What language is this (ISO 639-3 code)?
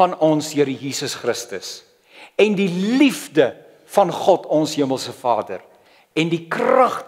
afr